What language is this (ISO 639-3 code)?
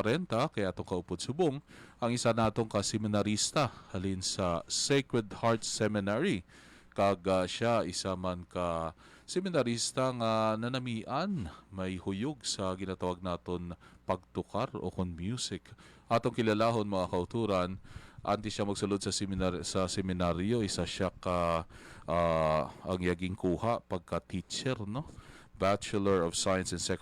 hil